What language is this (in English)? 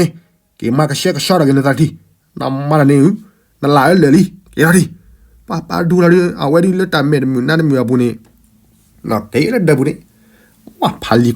S'gaw Karen